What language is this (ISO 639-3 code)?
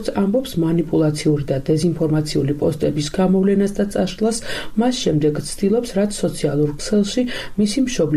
kat